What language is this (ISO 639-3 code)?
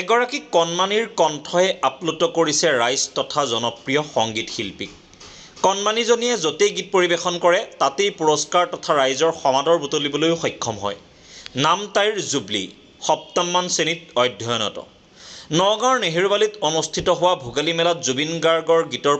asm